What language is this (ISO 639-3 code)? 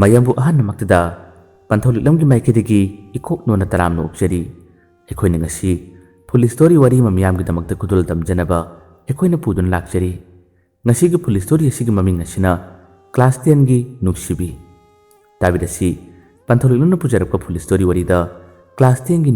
mni